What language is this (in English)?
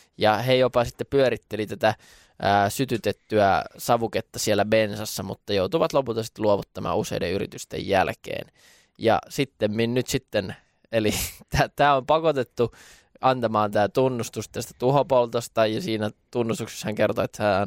Finnish